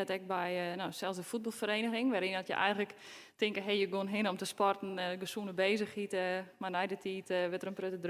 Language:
Western Frisian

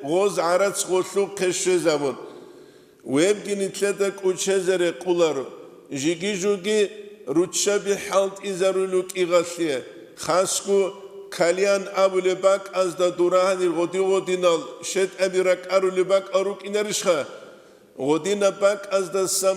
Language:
Avaric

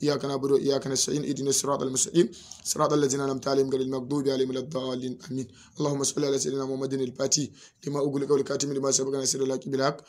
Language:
Hausa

